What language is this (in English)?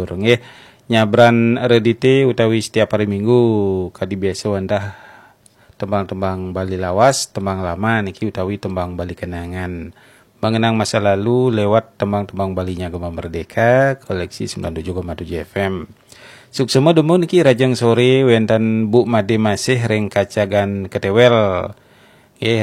Balinese